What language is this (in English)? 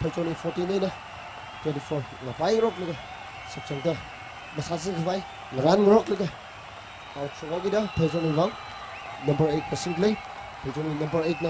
Tangkhul Naga (India)